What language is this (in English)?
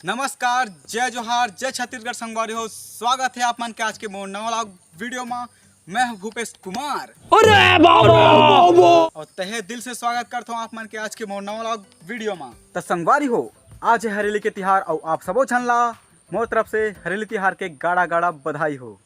Chhattisgarhi